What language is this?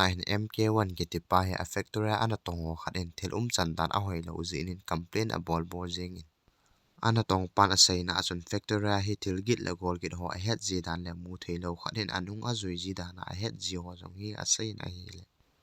Thado Chin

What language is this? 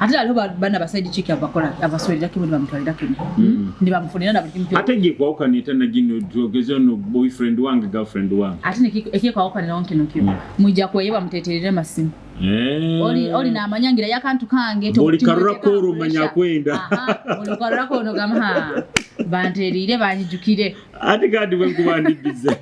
Nyoro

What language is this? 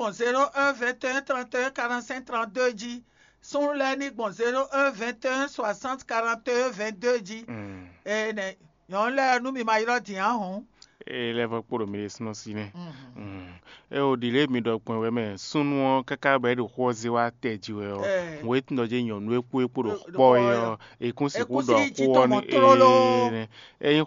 Fon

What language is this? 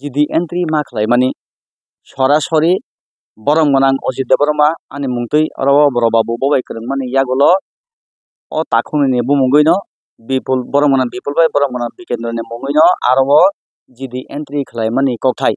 Kok Borok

